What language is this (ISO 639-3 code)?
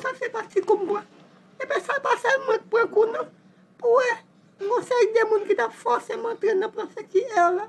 hat